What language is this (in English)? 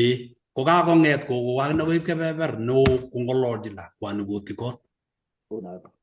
Kalenjin